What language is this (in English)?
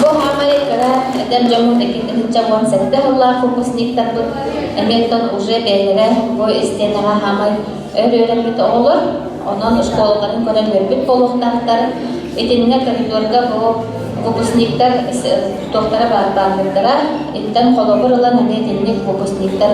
Yakut